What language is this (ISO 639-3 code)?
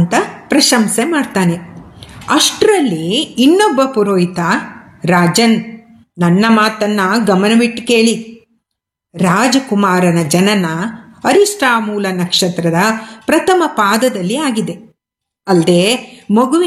kan